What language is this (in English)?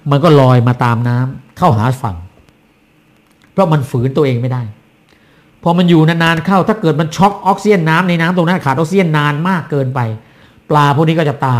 Thai